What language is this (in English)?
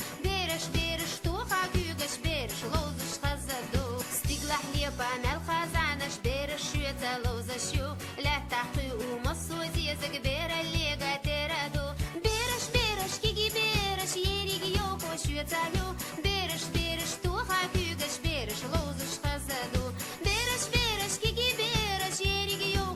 Chechen